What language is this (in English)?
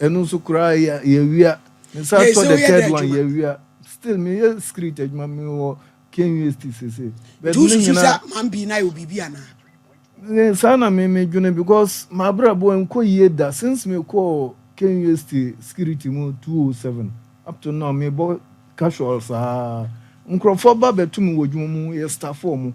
Akan